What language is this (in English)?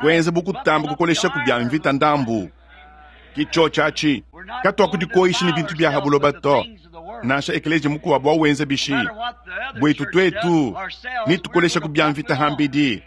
Luba-Lulua